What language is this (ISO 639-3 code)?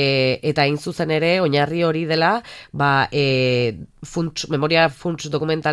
eus